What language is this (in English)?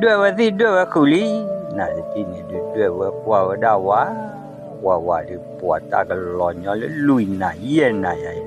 S'gaw Karen